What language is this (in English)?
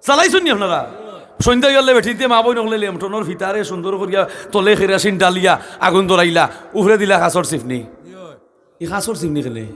Sylheti